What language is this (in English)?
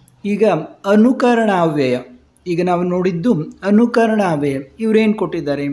Kannada